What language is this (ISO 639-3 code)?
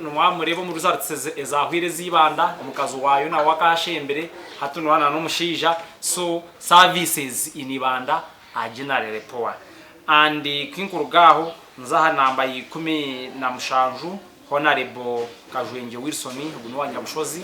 nyn